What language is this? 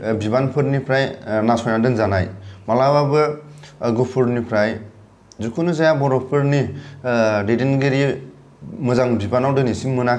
Bodo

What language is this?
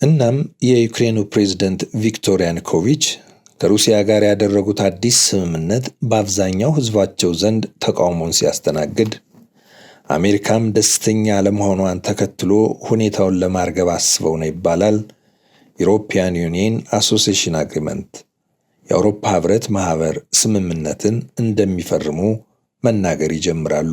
Amharic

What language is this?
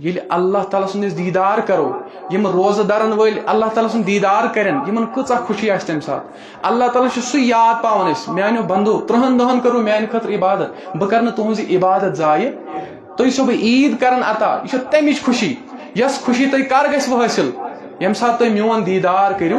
Kashmiri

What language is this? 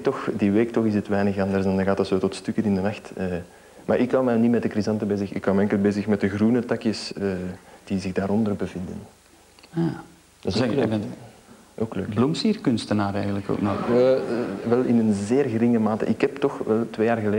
Dutch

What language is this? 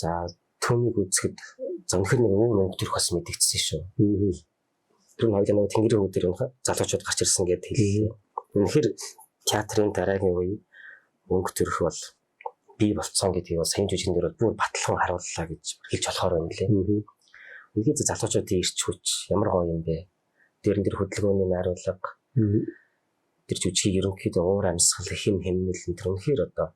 Mongolian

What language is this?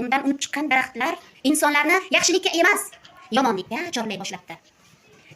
Uzbek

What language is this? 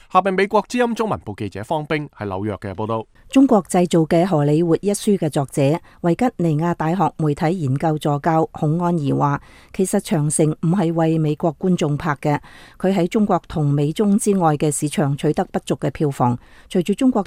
Cantonese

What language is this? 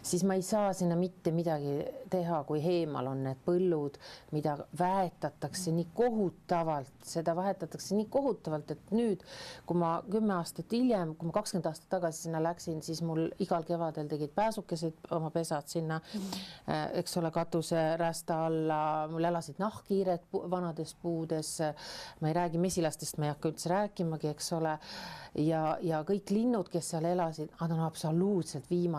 Estonian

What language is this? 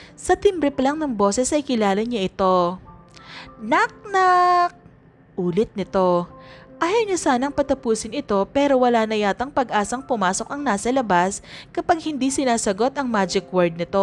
Filipino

